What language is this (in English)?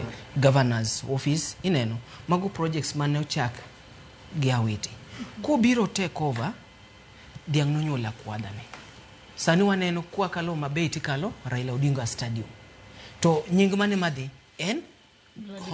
Luo (Kenya and Tanzania)